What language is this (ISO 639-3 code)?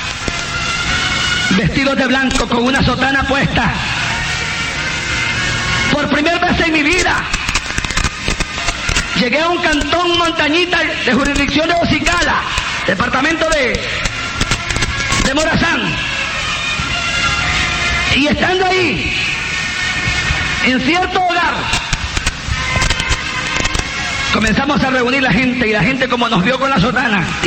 spa